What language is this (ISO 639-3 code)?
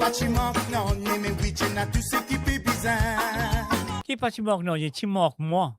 mfe